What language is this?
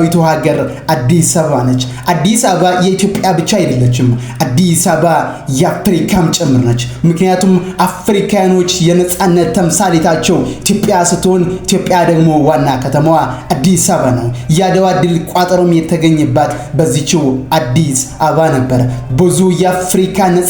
Amharic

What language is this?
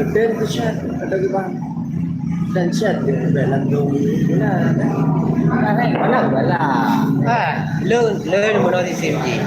Achinese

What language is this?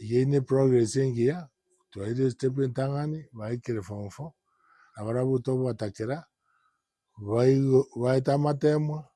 Gusii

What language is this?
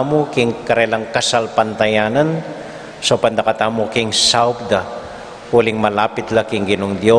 Pampanga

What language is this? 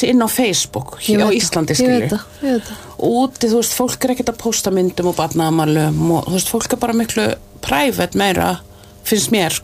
Icelandic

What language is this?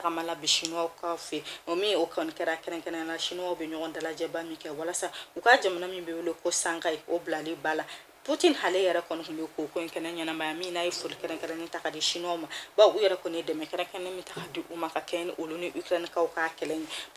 Bambara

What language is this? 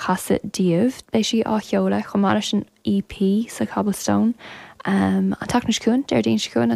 Irish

